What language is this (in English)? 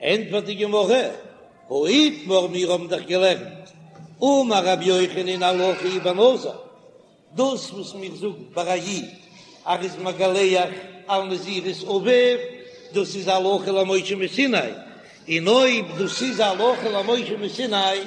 Yiddish